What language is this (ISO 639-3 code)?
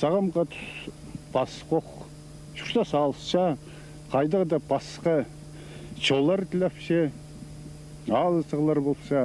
kjh